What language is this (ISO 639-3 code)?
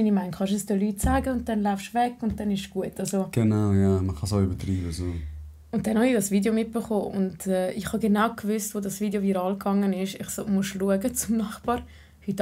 gsw